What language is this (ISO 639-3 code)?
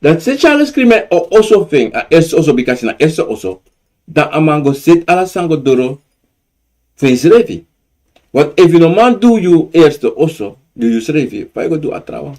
srn